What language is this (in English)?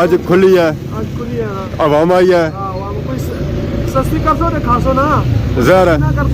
Pahari-Potwari